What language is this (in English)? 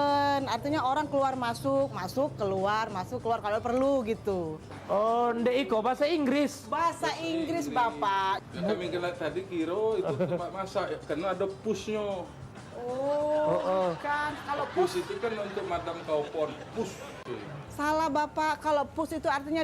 Musi